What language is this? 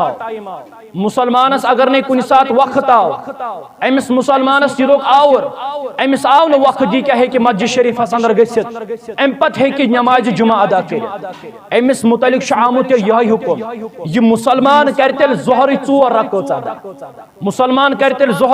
Kashmiri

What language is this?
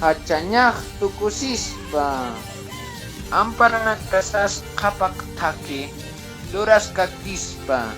Aymara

